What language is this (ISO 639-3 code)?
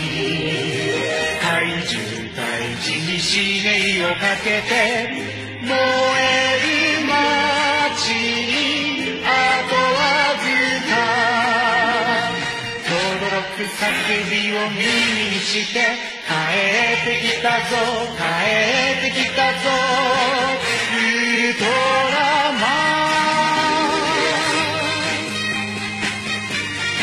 jpn